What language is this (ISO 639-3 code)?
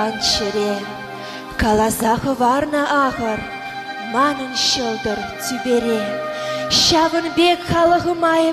chv